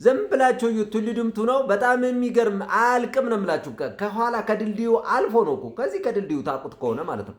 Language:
Amharic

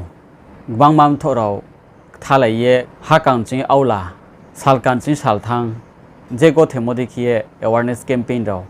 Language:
Riang (India)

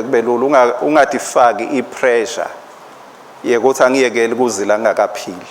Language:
Swati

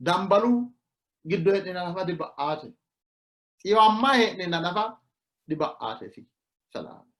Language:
Sidamo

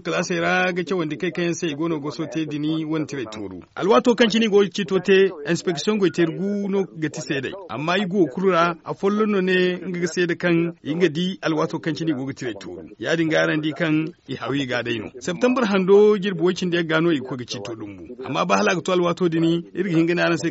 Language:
Zarma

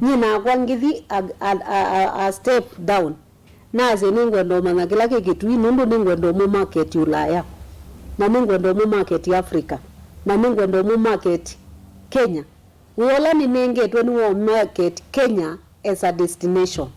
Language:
Kamba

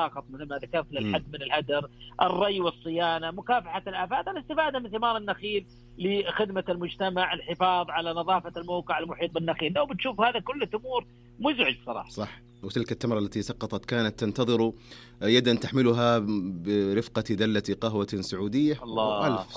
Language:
Najdi Arabic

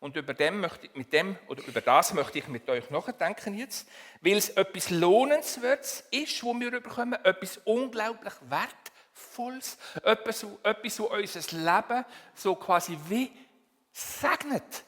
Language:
Swiss German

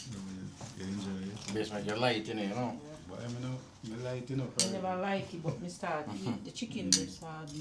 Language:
Jamaican Creole English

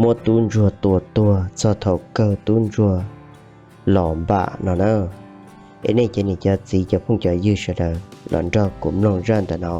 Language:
Hmong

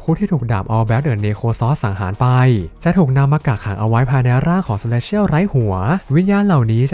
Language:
Thai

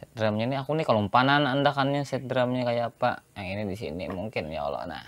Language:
Banjar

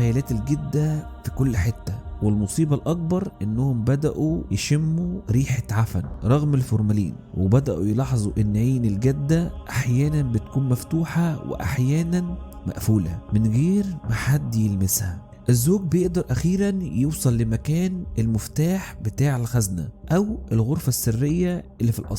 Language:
Egyptian Arabic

